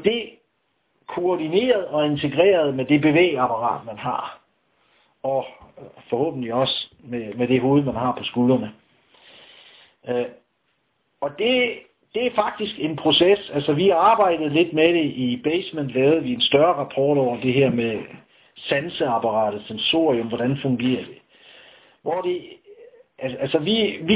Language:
Danish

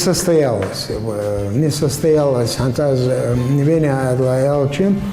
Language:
Ingush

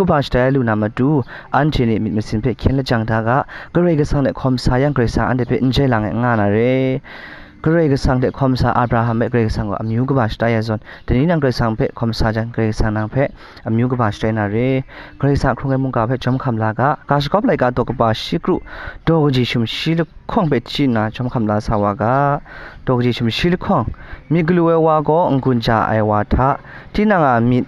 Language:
Kachin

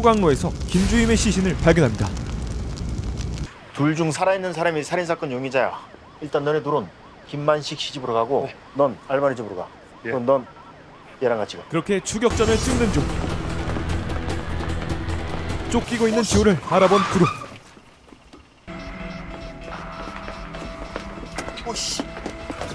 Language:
Korean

